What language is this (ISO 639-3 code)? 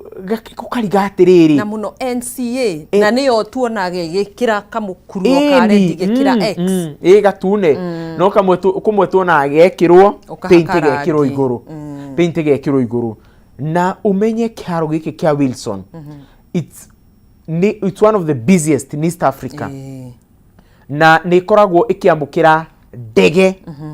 kik